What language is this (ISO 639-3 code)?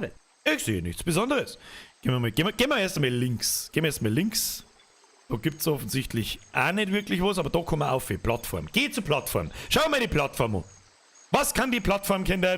bar